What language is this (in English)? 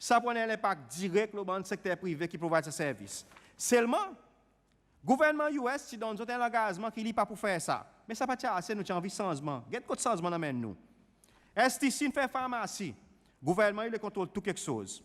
Seselwa Creole French